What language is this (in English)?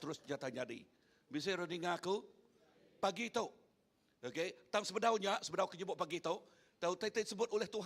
Iban